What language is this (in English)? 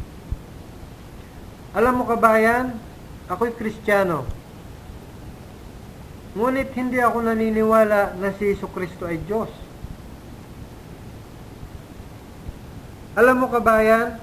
Filipino